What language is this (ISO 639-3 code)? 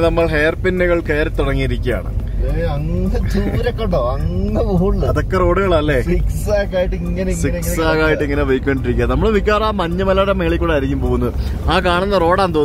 mal